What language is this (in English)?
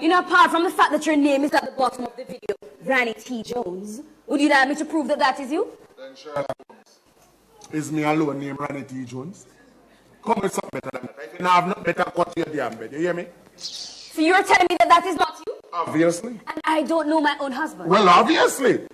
Jamaican Creole English